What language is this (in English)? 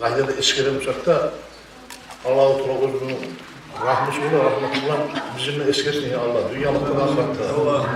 Kumyk